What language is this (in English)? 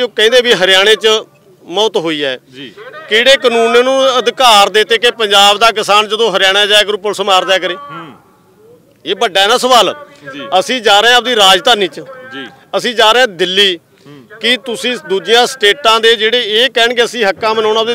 Punjabi